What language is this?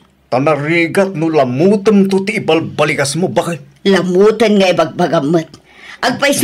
Iloko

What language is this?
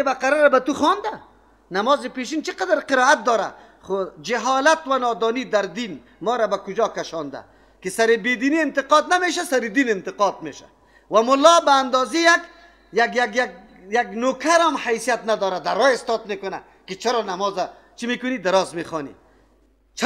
Persian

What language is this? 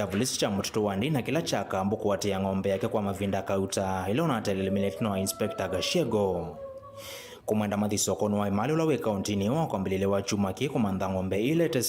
Kamba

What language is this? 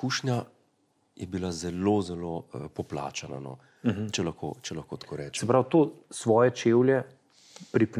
Slovenian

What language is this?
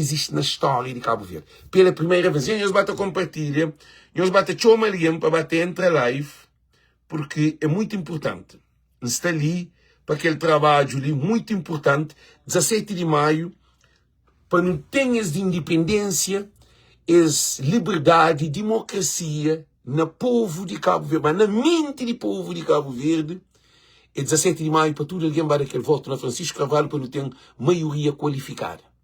Kabuverdianu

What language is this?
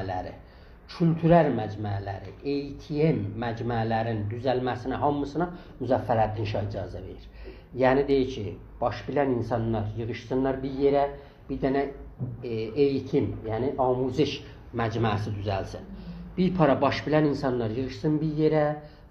South Azerbaijani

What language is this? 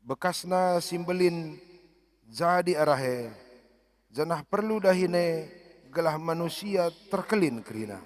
Batak Karo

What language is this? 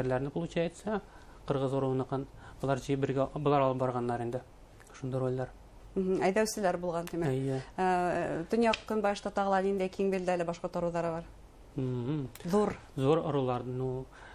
Bashkir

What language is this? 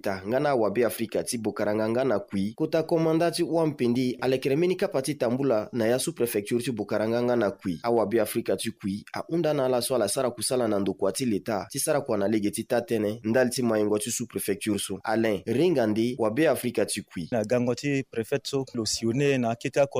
Sango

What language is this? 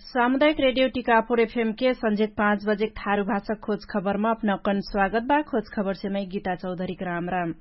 Dangaura Tharu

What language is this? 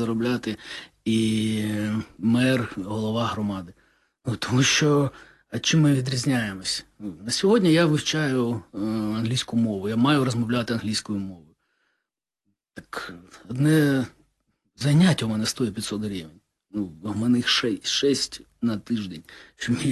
Ukrainian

